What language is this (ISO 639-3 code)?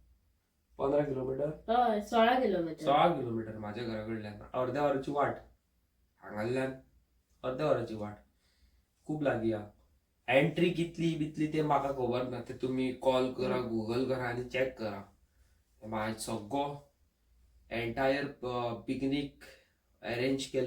kok